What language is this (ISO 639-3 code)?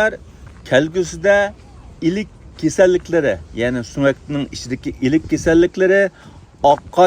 uig